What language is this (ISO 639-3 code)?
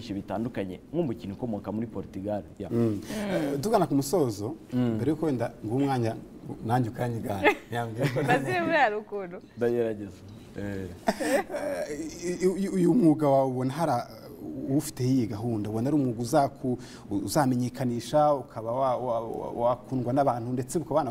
kin